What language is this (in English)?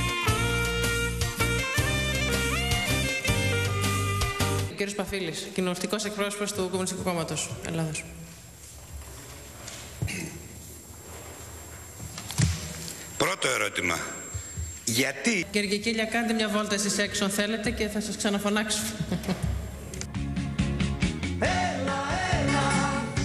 Greek